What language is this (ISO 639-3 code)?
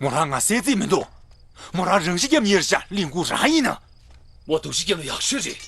bod